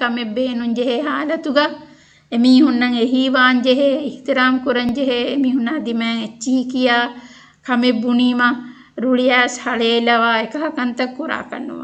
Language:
Divehi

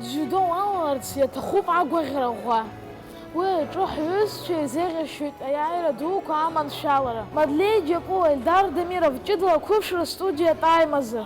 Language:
Abkhazian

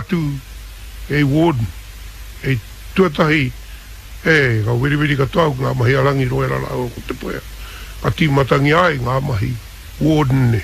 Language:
Māori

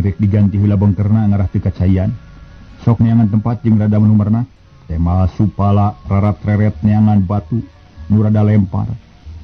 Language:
Sundanese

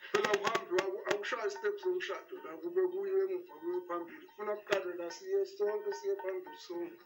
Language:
Zulu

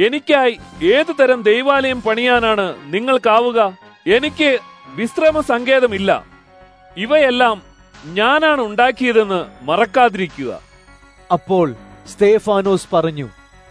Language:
Malayalam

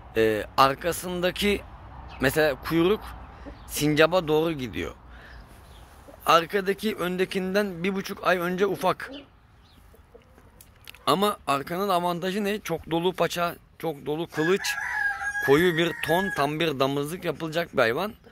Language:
Turkish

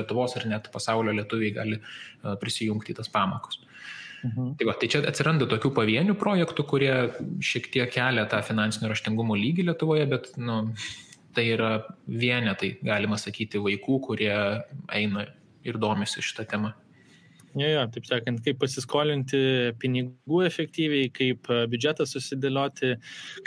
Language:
Lithuanian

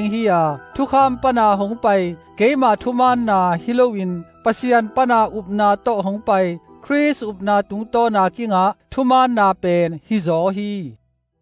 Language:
Tedim Chin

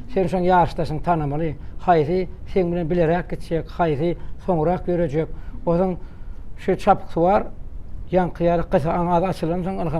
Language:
Turkmen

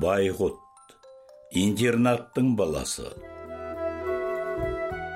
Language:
Kazakh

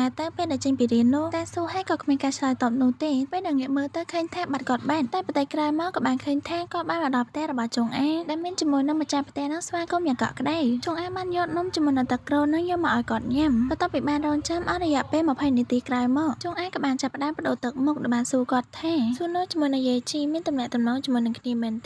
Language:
Khmer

